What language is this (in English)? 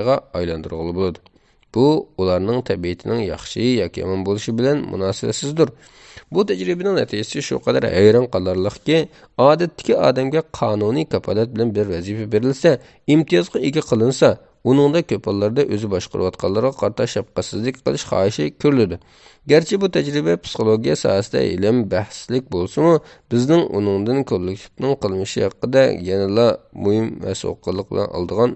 Uyghur